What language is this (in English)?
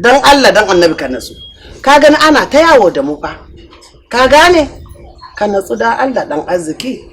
Hausa